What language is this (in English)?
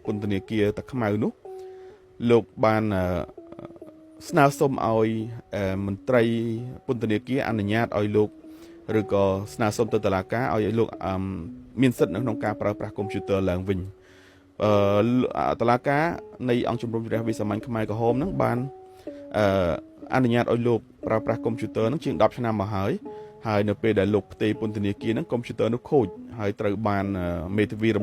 Khmer